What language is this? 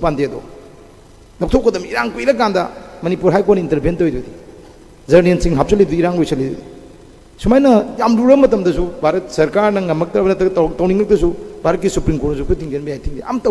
Manipuri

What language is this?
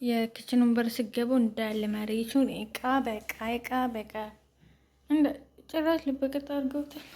Amharic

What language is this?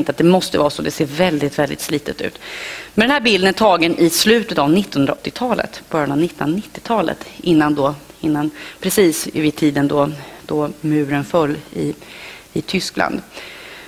Swedish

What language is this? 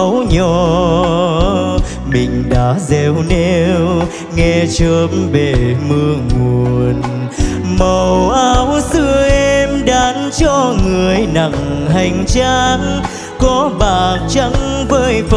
Vietnamese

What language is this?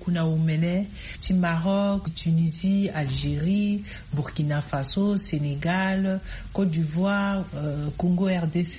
Sango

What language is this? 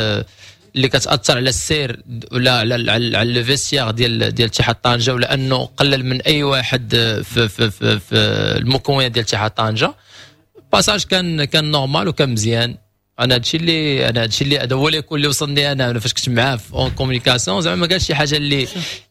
Moroccan Arabic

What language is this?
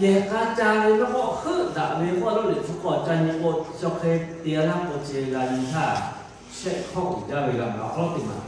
Lahu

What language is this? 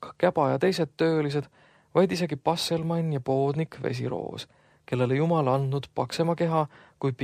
Estonian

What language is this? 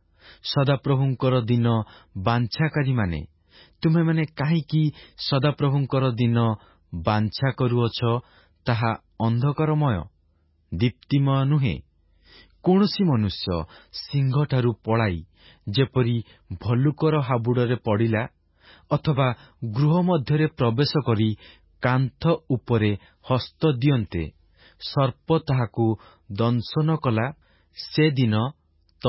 Odia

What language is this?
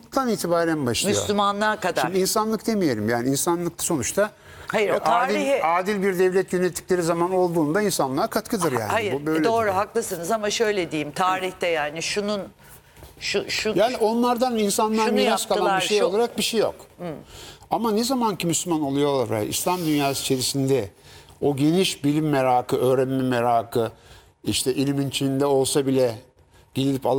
Turkish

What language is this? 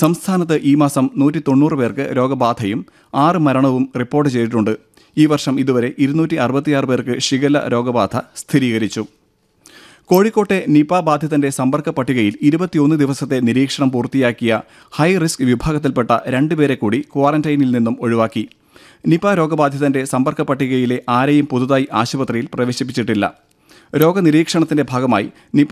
Malayalam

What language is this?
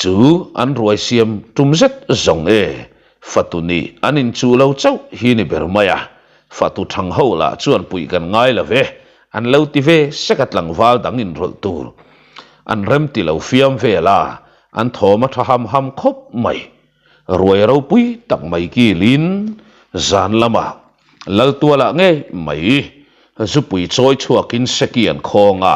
Mizo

